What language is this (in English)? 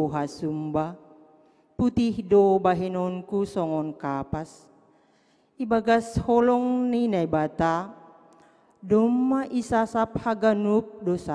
Batak Simalungun